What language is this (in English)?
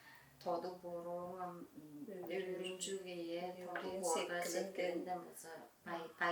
Tuvinian